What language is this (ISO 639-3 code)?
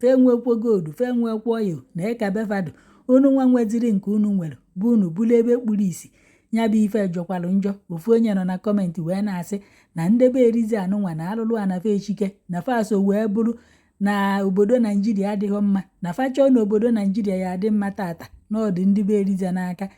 ibo